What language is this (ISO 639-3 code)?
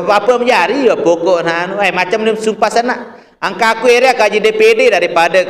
sas